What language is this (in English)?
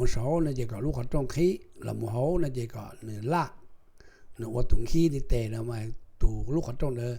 Hmong